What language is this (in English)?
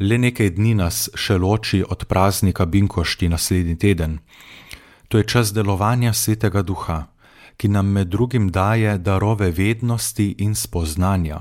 Slovenian